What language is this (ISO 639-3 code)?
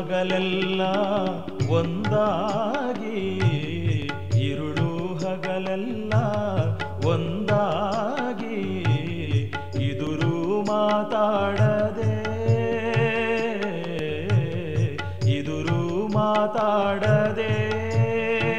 kan